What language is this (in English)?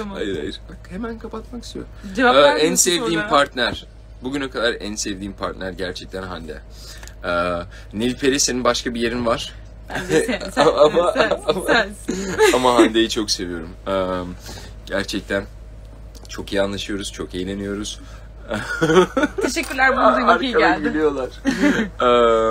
Turkish